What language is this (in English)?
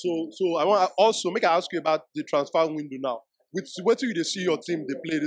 Nigerian Pidgin